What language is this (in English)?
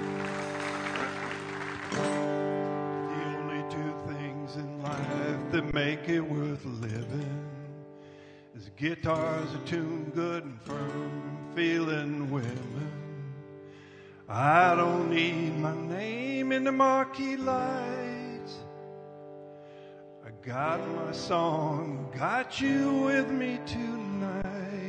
English